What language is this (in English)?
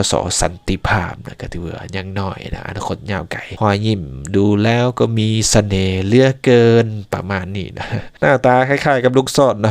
Lao